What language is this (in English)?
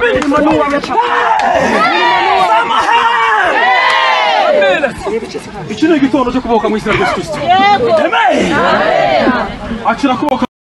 Kinyarwanda